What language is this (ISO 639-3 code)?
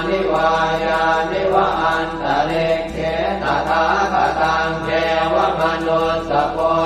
pli